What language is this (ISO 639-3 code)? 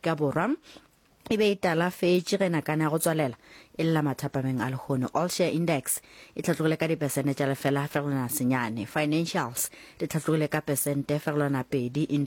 nso